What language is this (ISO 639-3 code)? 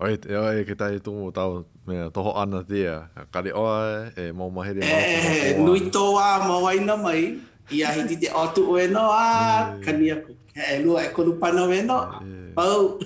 haw